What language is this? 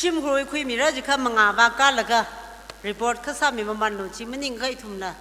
Tangkhul Naga (India)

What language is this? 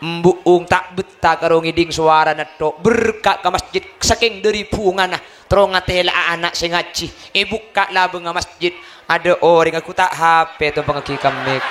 Madurese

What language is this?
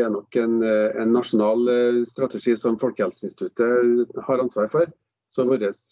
Norwegian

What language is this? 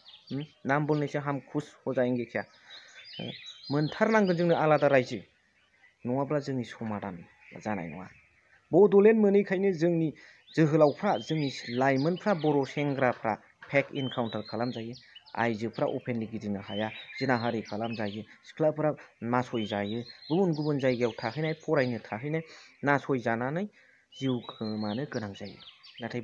Bodo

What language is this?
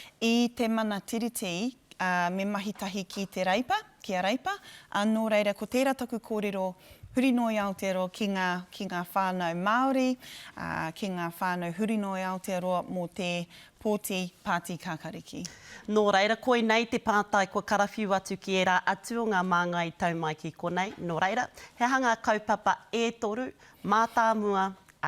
Māori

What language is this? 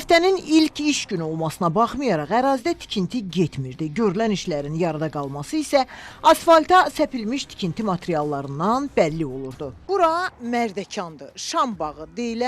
Azerbaijani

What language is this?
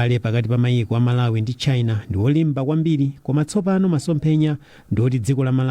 Nyanja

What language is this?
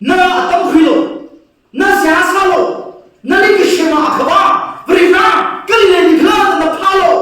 Tangkhul Naga (India)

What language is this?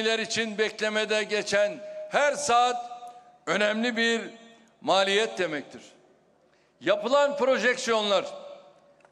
Turkish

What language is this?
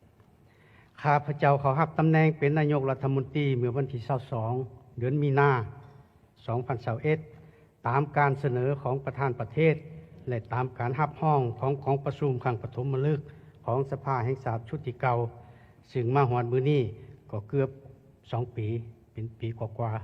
Lao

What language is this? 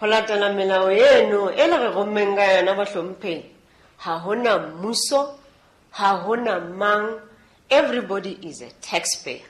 Southern Sotho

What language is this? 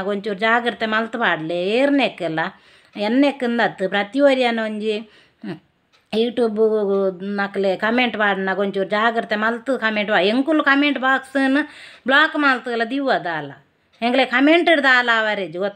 Tulu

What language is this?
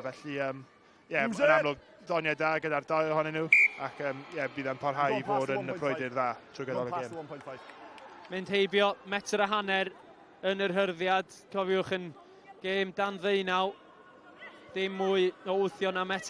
Welsh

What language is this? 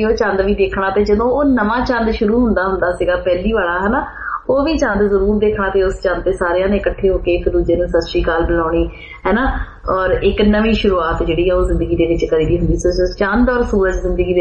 Punjabi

